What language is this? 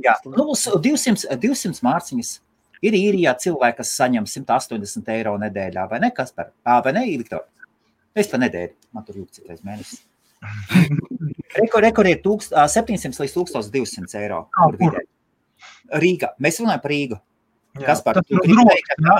Latvian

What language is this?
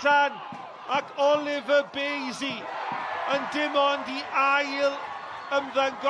Welsh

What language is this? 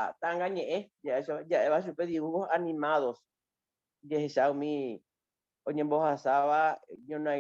Guarani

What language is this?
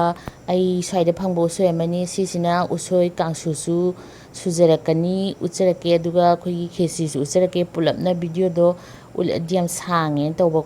Manipuri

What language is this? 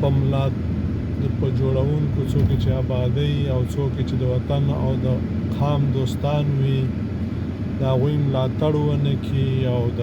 Pashto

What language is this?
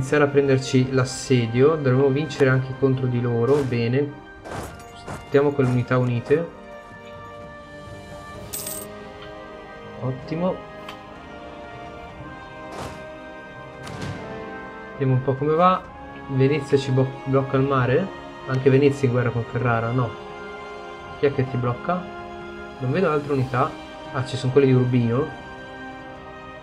Italian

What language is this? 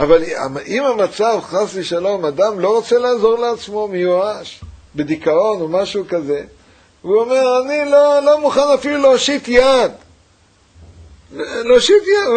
Hebrew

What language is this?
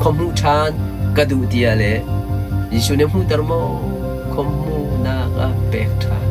Hakha Chin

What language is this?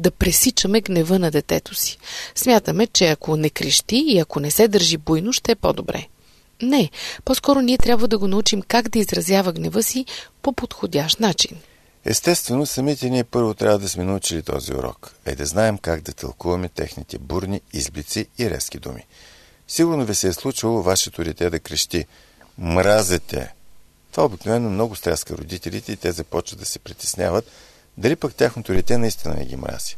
Bulgarian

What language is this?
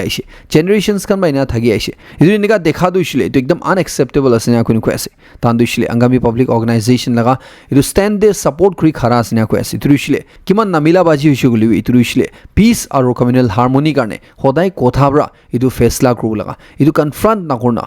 Naga Pidgin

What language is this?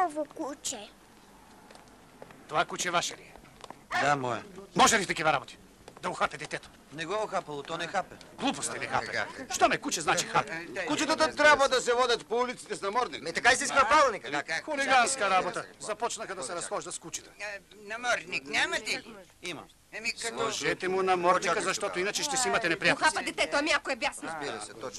Bulgarian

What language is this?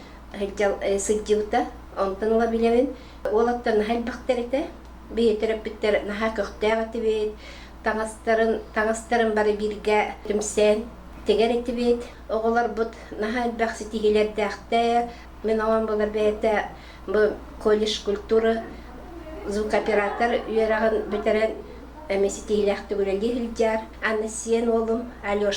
Yakut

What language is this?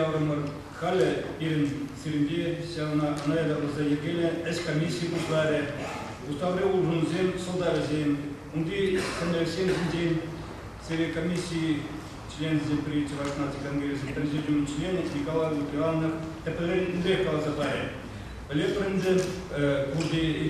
Chuvash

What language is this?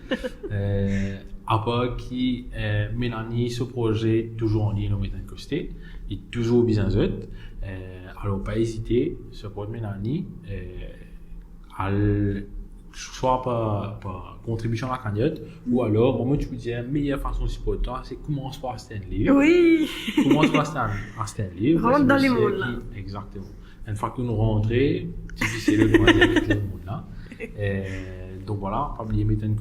Morisyen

